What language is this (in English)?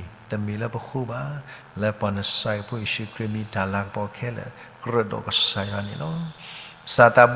S'gaw Karen